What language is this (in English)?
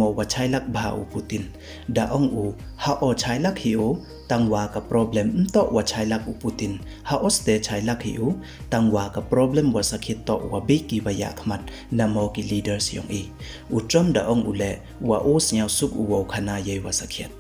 Pnar